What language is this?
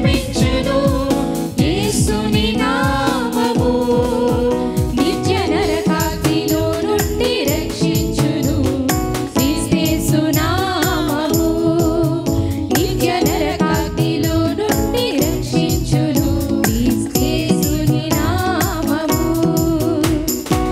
Telugu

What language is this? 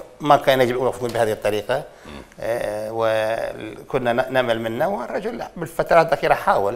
Mesopotamian Arabic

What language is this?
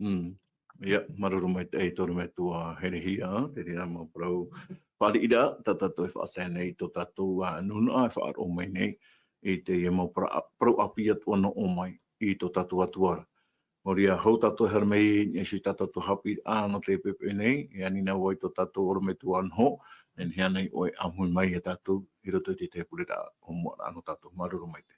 Tahitian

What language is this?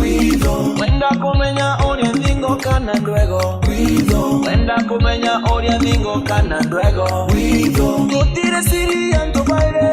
Meru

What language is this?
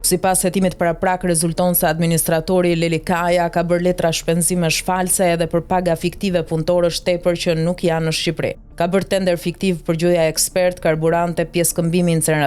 Albanian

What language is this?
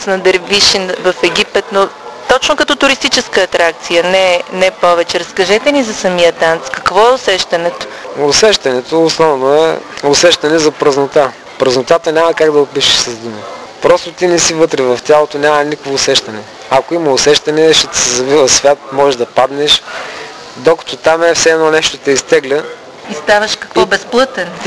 Bulgarian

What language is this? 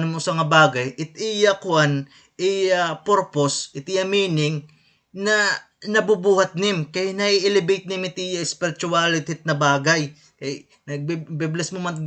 Waray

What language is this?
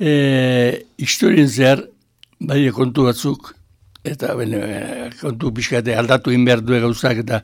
Basque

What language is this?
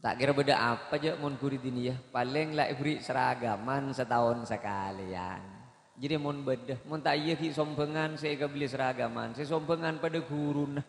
Madurese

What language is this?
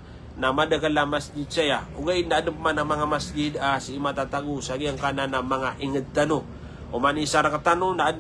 Maranao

